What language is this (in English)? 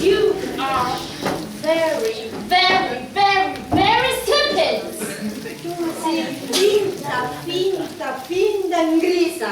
Sicilian